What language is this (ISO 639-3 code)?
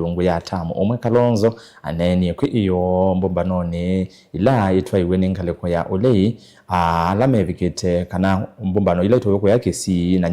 kam